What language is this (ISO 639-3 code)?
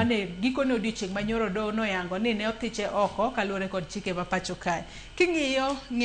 luo